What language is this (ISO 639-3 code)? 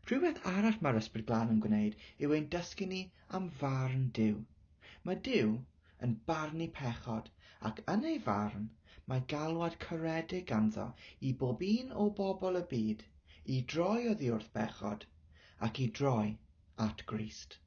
cym